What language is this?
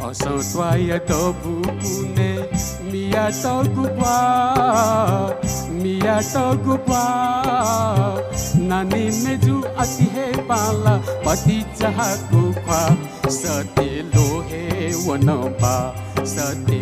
Newari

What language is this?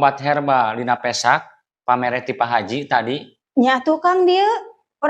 Sundanese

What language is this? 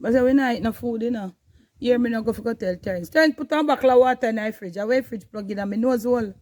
Jamaican Creole English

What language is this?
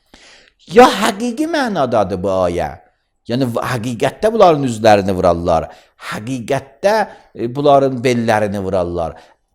Azerbaijani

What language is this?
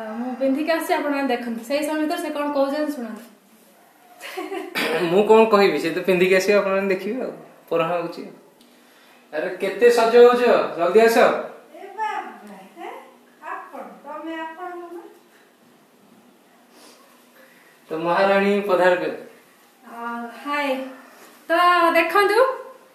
Odia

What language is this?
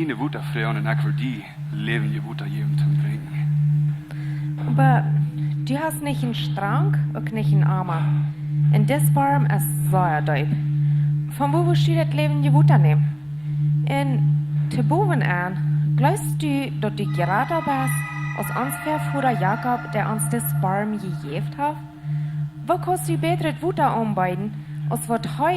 Plautdietsch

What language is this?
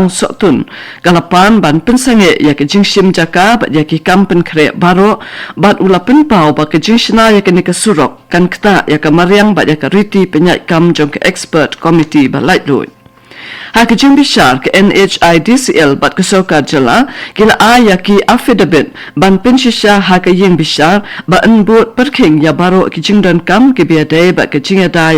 Khasi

